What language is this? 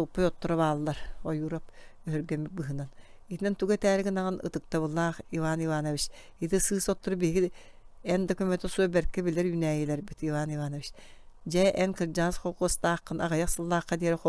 Yakut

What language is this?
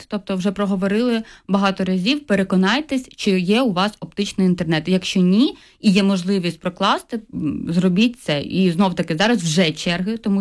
Ukrainian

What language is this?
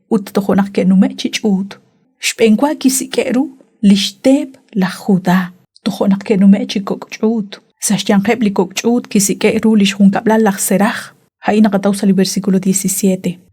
Kekchí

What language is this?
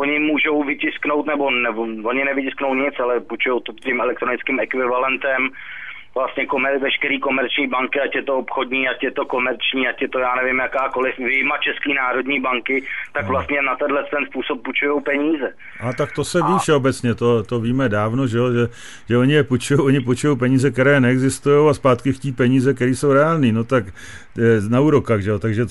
Czech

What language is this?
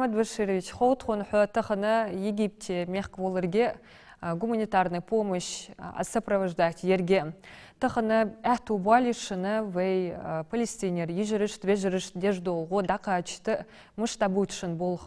Ingush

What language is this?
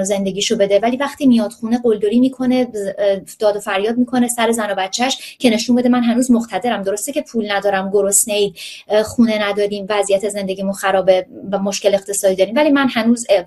Persian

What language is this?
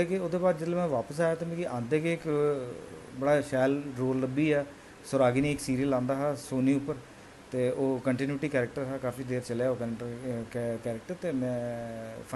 Dogri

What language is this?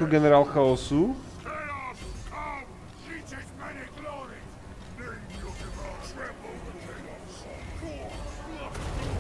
Czech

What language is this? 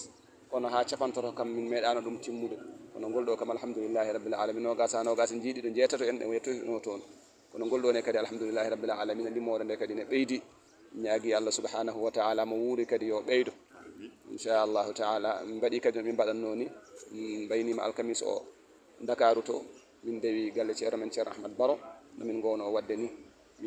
Fula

